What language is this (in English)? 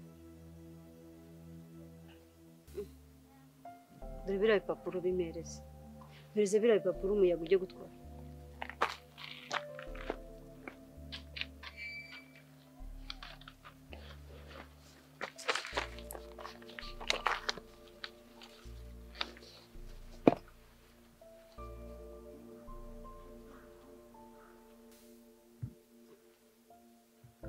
Kinyarwanda